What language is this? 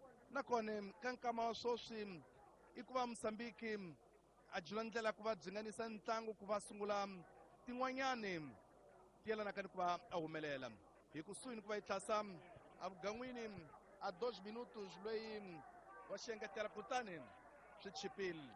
Tsonga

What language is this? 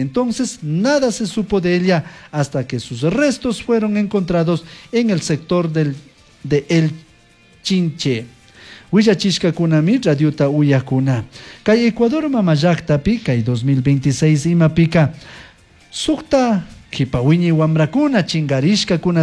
Chimborazo Highland Quichua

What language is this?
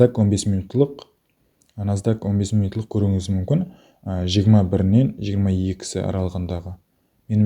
Kara-Kalpak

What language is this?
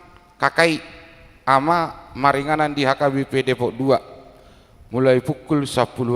Batak Toba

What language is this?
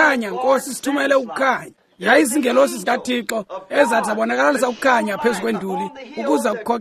Xhosa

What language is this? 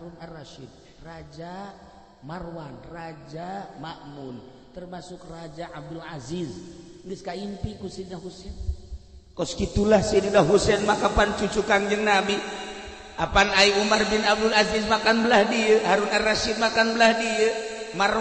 Sundanese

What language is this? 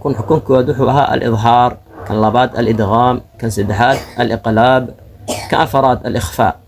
Somali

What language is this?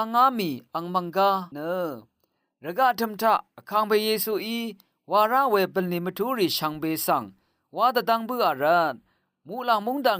Rawang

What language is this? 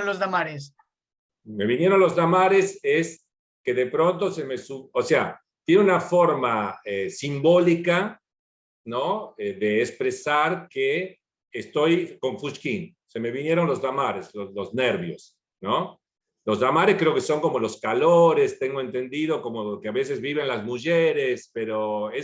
Ladino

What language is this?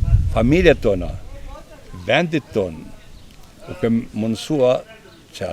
Albanian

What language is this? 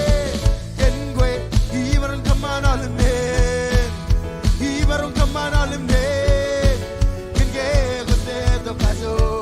Marshallese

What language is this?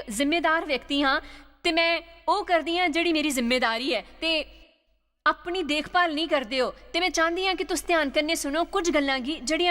Dogri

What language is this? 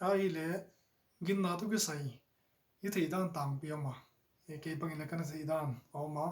Paite Chin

